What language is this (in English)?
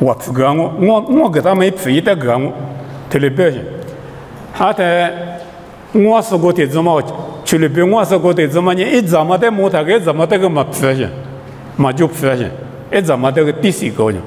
Lisu